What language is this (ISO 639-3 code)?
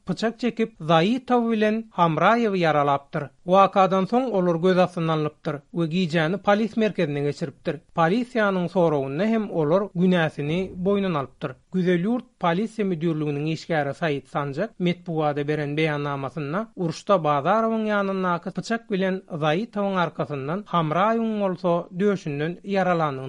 tuk